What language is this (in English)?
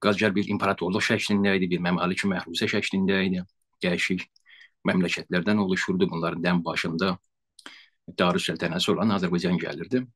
South Azerbaijani